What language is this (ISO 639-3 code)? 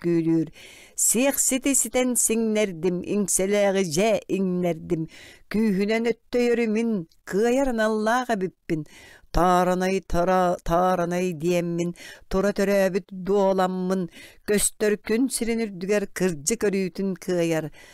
sah